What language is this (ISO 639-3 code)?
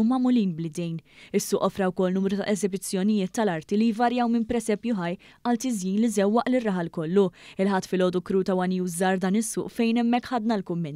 mlt